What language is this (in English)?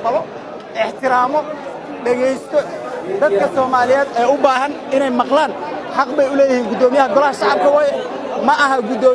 Somali